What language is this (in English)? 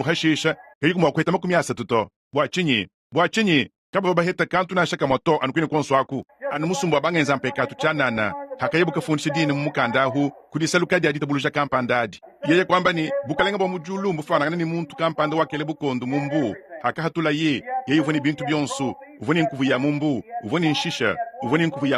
Luba-Lulua